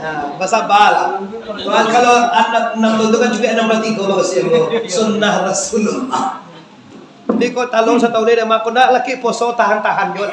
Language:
Minangkabau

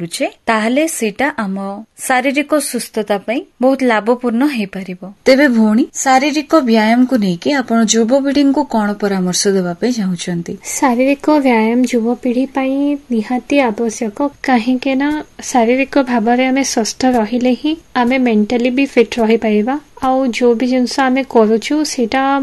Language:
Odia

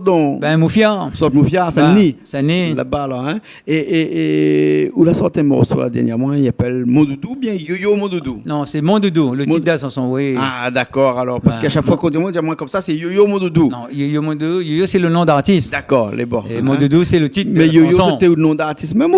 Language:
Réunion Creole French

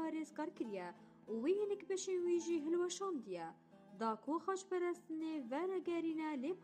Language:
Kurdish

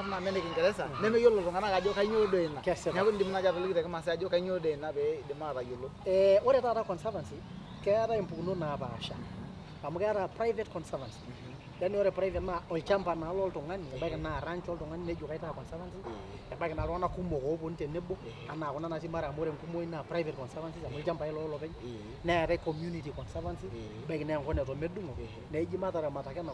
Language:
Masai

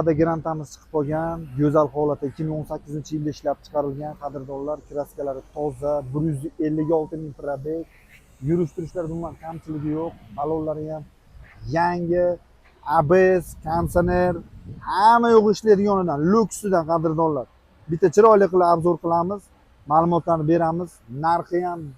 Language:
Uzbek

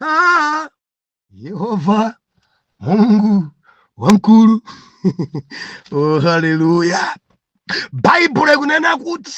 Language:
Nyanja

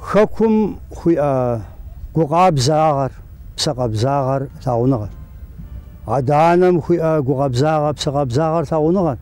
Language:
Kabardian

